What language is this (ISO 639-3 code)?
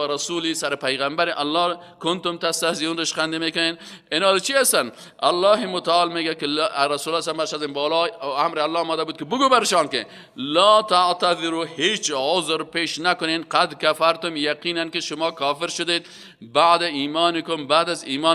fas